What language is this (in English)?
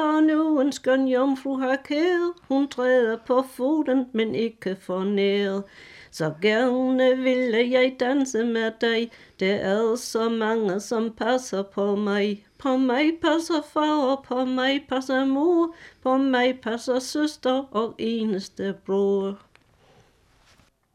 Danish